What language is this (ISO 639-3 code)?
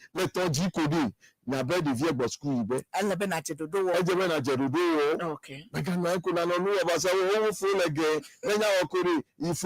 ewe